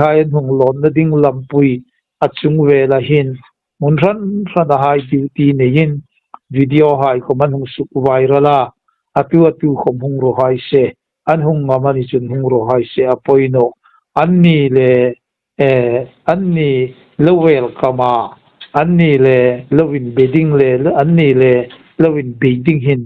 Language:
Hmar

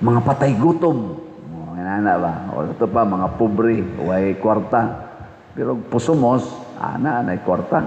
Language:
Cebuano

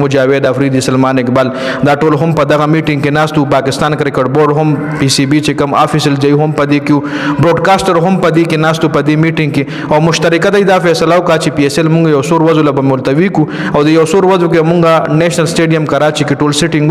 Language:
Pashto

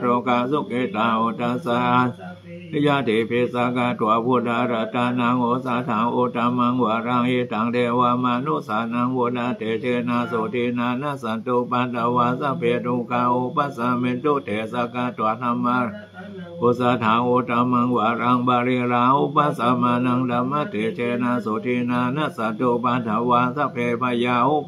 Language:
Pali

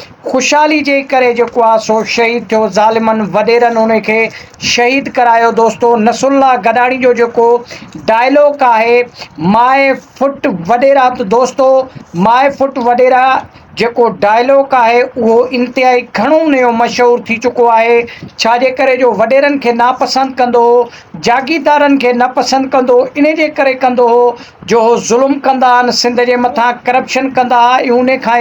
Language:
Sindhi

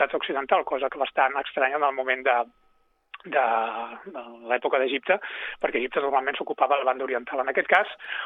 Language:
Catalan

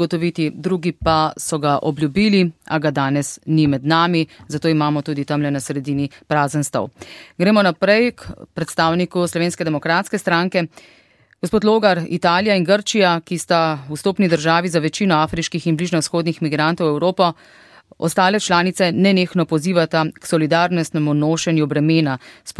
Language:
Slovenian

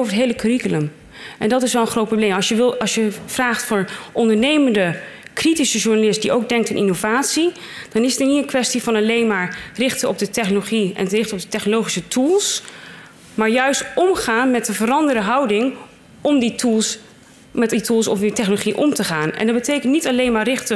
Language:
Dutch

